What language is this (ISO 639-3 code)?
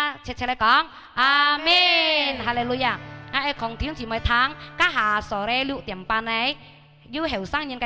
hak